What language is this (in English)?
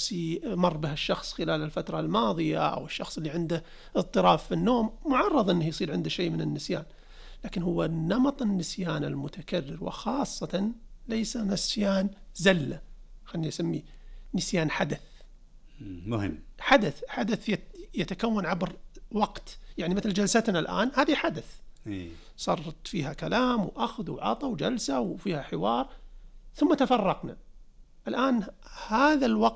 Najdi Arabic